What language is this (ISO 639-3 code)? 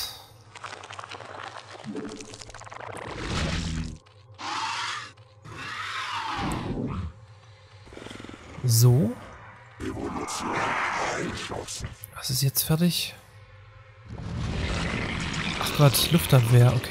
deu